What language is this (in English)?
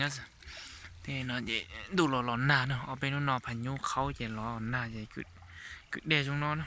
Hmong